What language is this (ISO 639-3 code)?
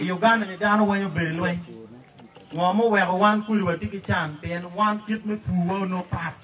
ach